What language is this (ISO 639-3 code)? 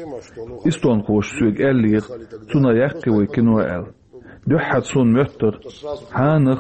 che